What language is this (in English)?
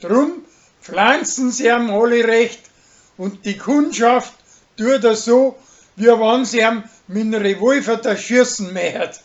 Bavarian